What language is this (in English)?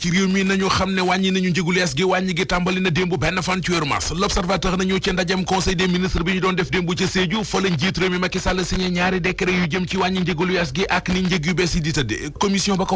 Wolof